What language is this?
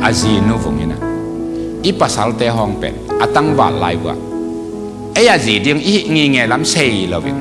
Tedim Chin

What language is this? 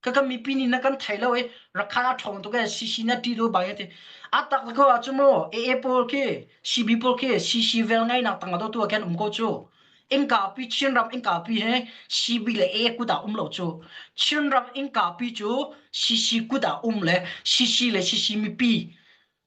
Hakha Chin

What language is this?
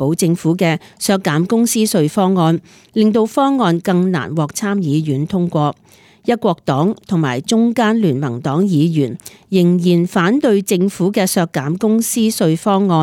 Cantonese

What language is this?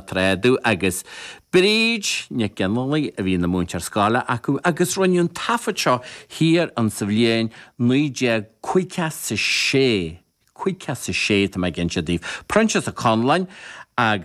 Irish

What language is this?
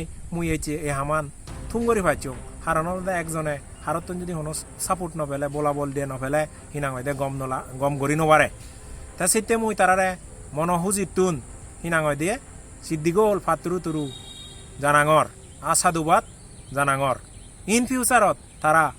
Chakma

